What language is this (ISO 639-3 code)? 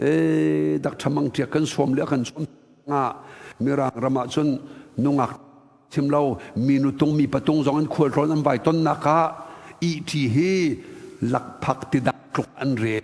cnh